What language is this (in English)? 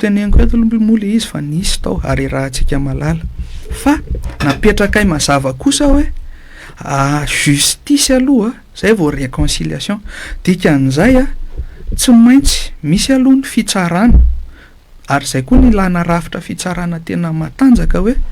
Malagasy